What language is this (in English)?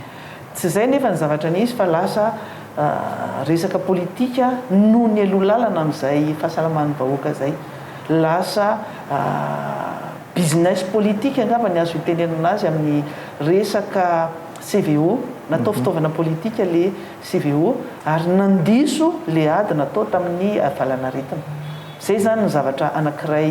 Malagasy